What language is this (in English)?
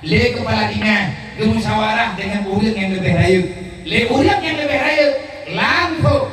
Achinese